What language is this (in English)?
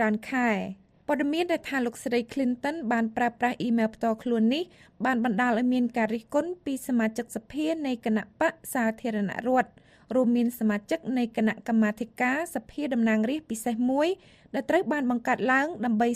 Khmer